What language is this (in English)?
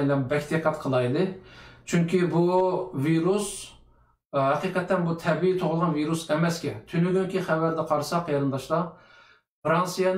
Uyghur